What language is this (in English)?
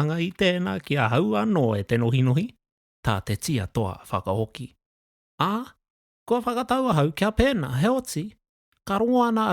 Māori